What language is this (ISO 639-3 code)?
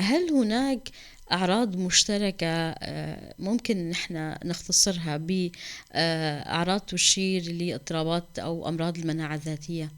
apc